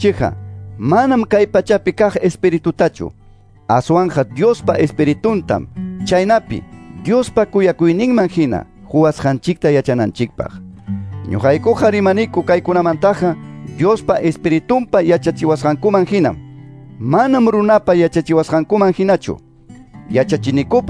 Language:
Quechua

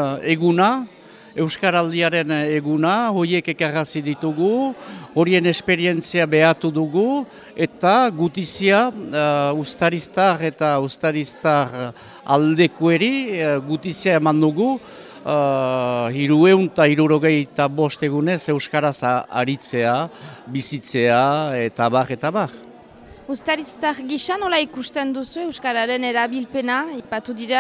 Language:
Basque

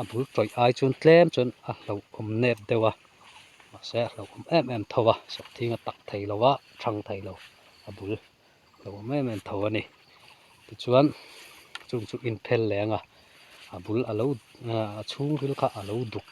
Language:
Mizo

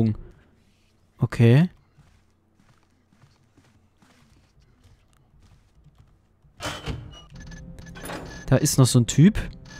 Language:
German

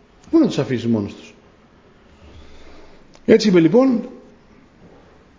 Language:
Greek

